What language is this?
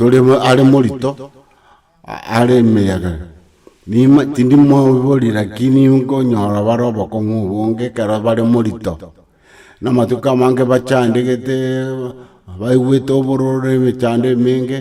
Gusii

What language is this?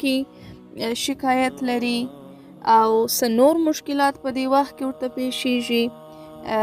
Pashto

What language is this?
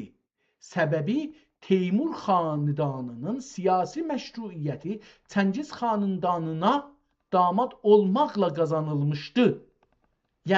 South Azerbaijani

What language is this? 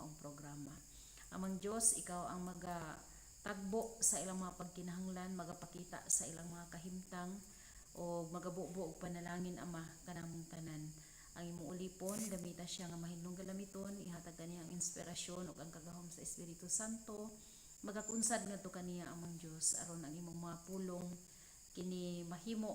Cebuano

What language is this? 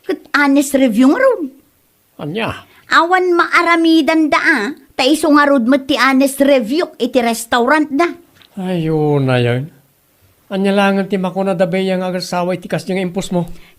Iloko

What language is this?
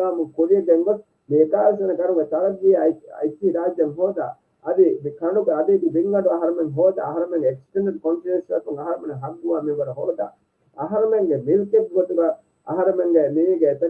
Divehi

